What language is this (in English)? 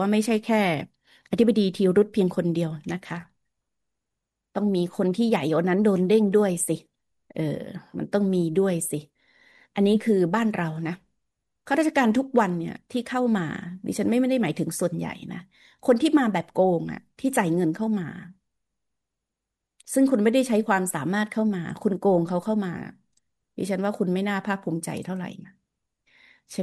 Thai